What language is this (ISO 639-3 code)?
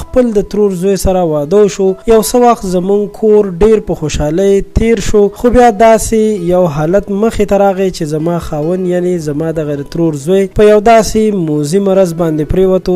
pus